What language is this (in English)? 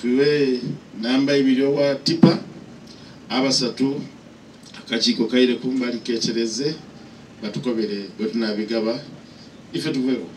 Soga